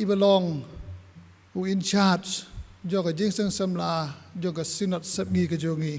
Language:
Khasi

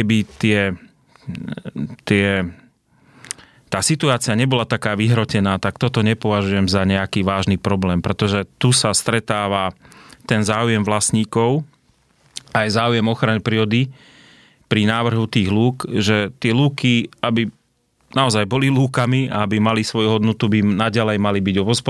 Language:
Slovak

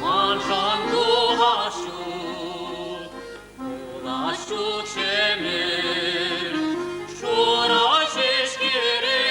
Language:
Chuvash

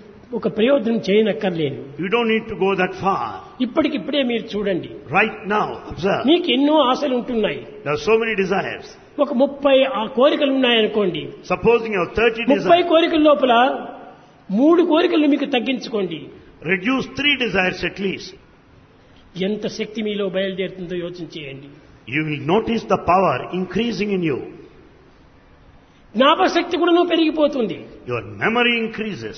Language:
Telugu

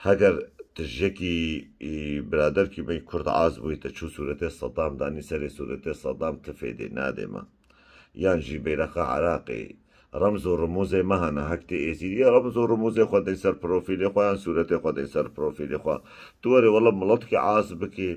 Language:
Kurdish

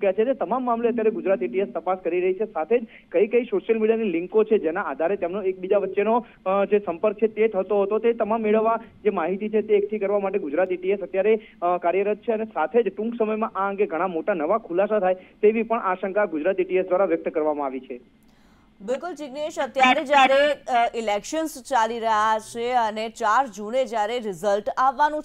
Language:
Gujarati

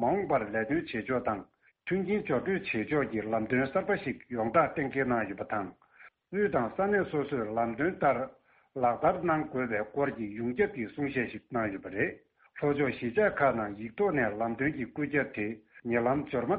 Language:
Tibetan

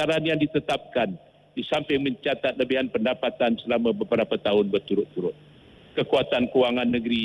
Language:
Malay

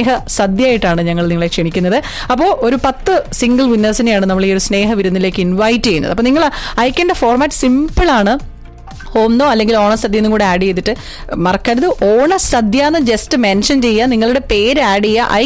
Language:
Malayalam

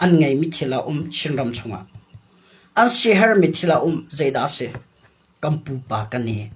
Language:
Hakha Chin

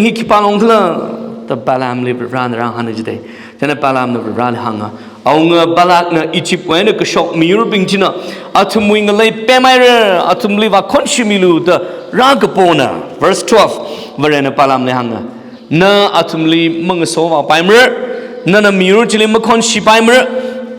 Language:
Tangkhul Naga (India)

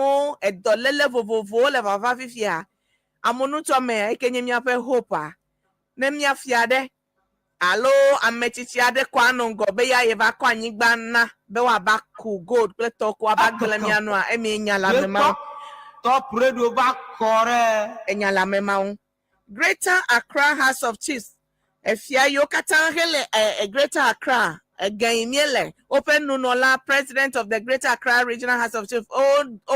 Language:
Ewe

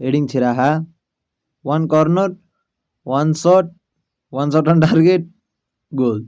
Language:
Nepali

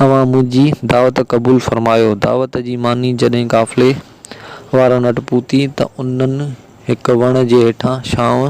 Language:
Sindhi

